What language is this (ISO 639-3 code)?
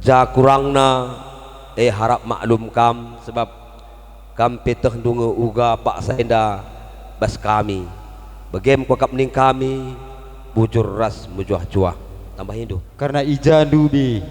btx